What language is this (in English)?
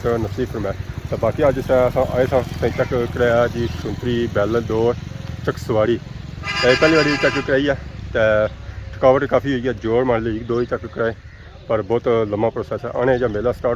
Pahari-Potwari